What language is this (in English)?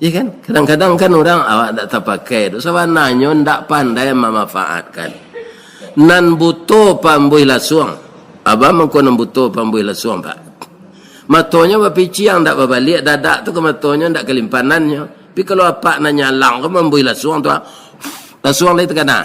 Minangkabau